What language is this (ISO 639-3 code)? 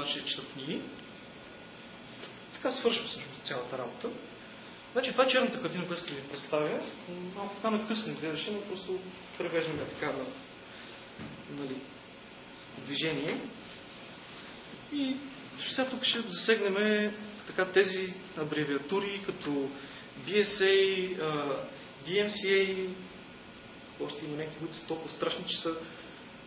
bul